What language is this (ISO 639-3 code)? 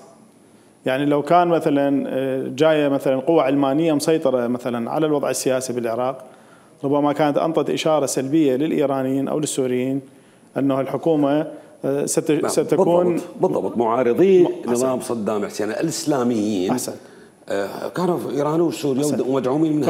acm